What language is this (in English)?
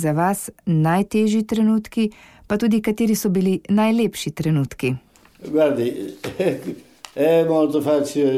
Slovenian